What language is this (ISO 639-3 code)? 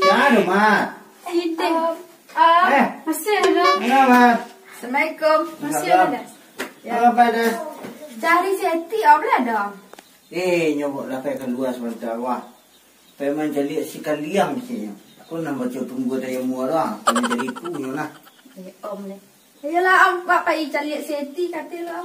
min